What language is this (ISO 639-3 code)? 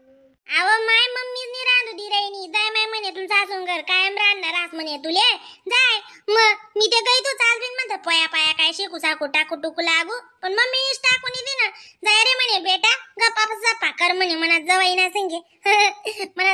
khn